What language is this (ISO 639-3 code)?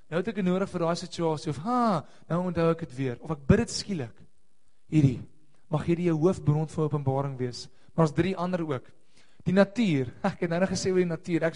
afr